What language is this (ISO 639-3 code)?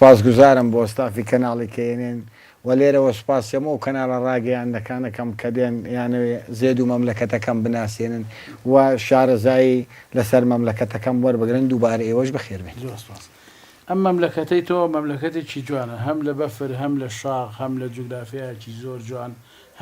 ckb